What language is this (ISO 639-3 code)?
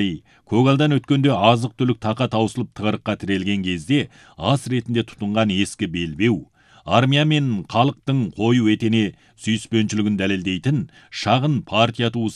kaz